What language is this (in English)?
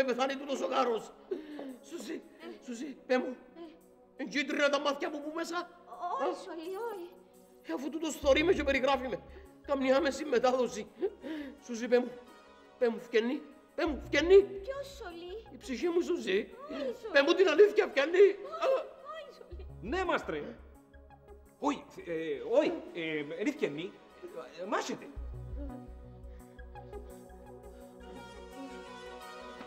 Greek